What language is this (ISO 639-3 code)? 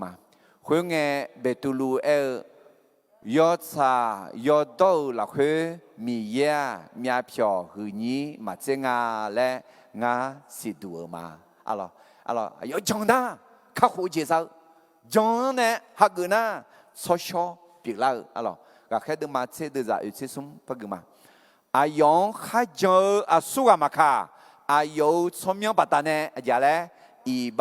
ahk